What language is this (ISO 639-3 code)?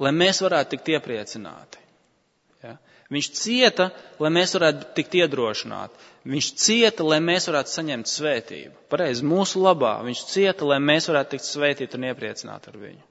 lav